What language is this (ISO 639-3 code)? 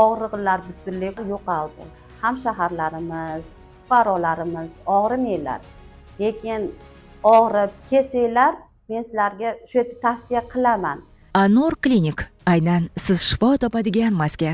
uzb